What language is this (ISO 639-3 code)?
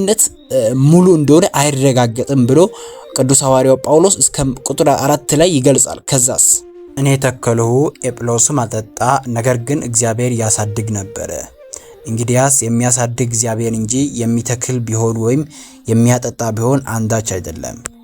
amh